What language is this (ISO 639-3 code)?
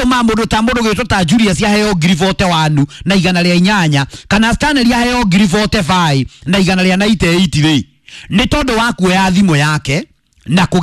kik